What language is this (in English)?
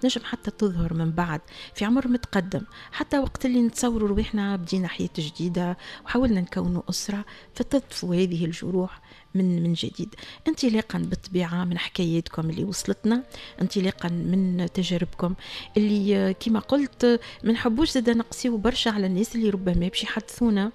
Tunisian Arabic